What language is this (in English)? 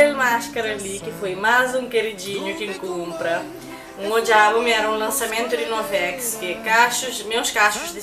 Kabuverdianu